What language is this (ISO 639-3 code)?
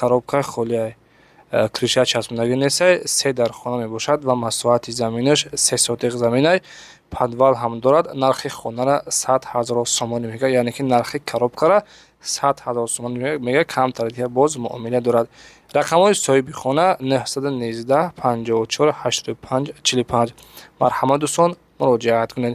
tgk